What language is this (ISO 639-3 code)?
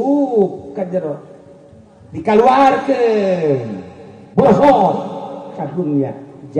sun